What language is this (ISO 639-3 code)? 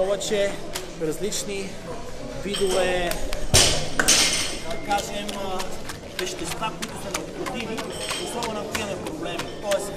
bul